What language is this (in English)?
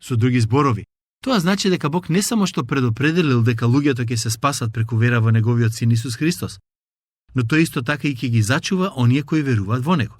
Macedonian